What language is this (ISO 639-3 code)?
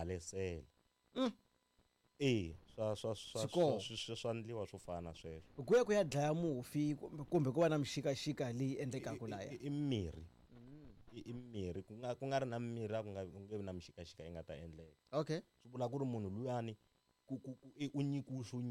tso